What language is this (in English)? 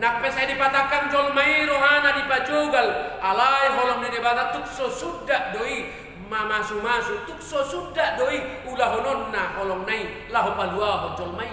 Batak Toba